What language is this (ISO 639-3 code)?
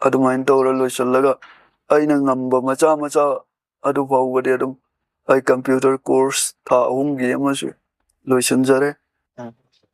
mni